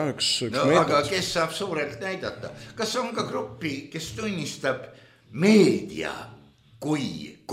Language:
Estonian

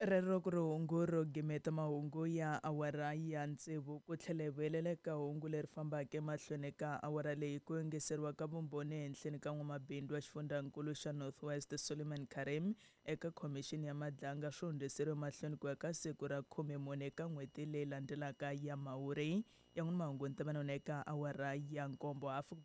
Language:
Tsonga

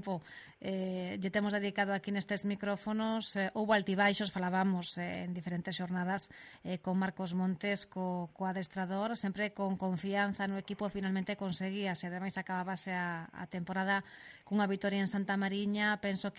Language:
Galician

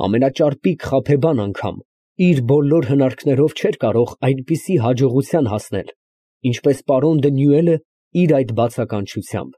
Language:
Armenian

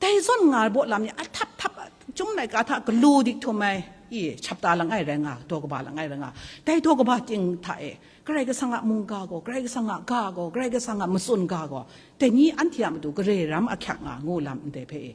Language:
Kachin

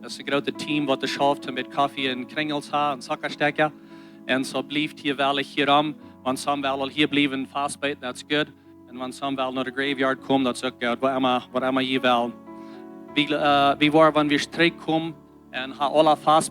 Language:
Plautdietsch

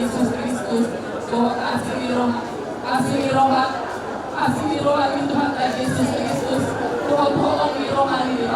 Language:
Batak Toba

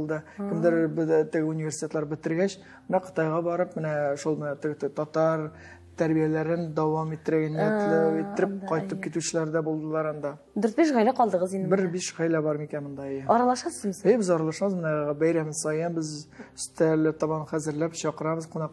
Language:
Tatar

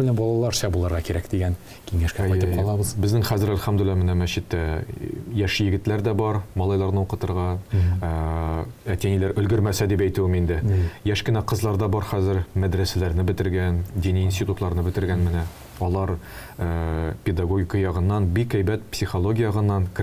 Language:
Tatar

